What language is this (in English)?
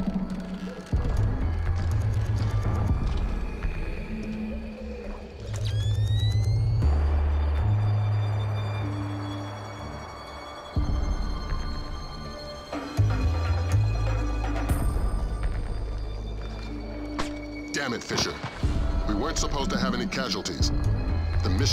English